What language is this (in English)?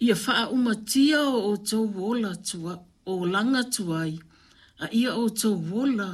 Samoan